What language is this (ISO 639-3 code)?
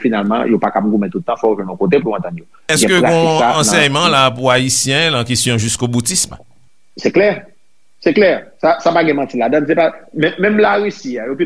hat